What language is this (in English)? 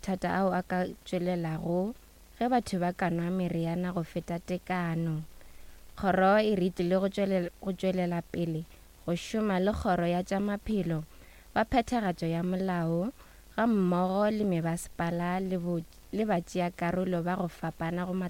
Northern Sotho